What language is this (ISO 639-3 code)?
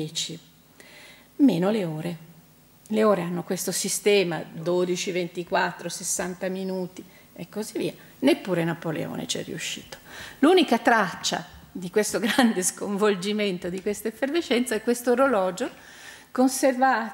ita